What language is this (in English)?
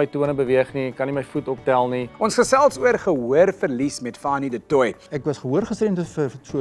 Afrikaans